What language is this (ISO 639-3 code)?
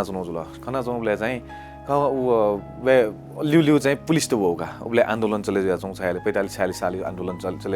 new